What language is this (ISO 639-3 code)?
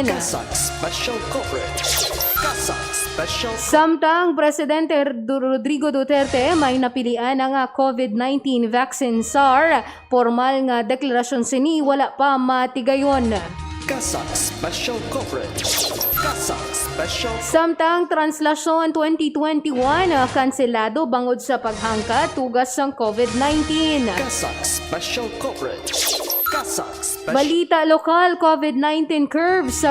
hil